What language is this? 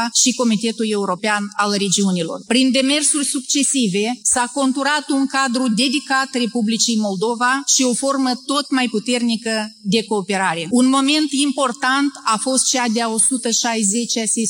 Romanian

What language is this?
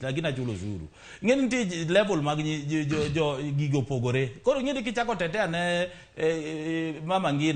Luo (Kenya and Tanzania)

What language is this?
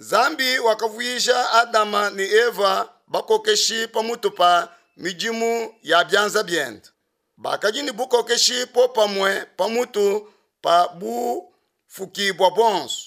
Luba-Lulua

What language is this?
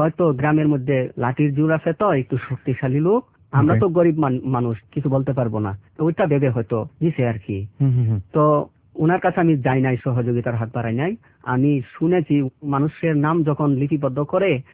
Bangla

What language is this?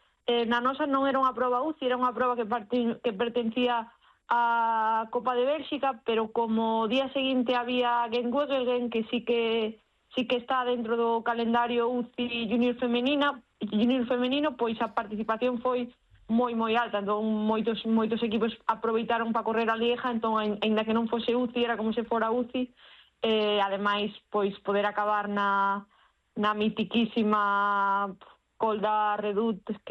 Galician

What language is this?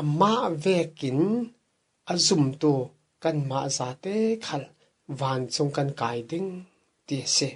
Falam Chin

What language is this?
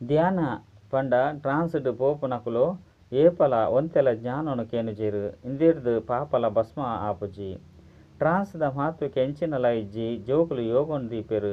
Tulu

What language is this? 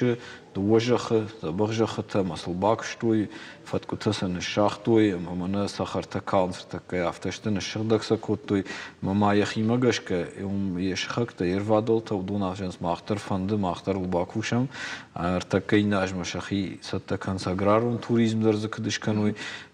Ossetic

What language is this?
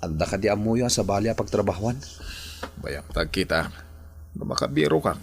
Iloko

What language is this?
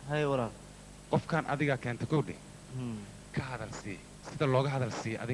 Somali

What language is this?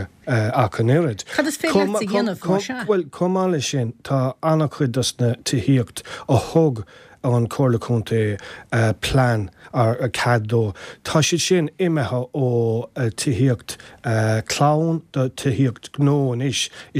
Irish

